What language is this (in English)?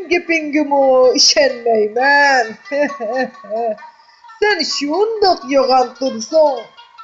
Uyghur